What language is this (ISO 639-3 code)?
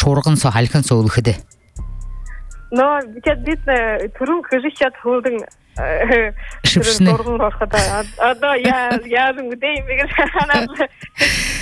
bua